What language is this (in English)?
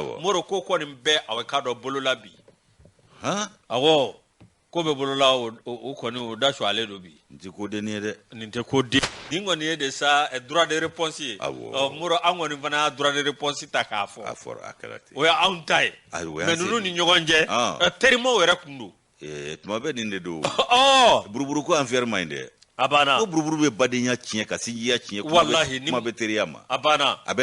Bambara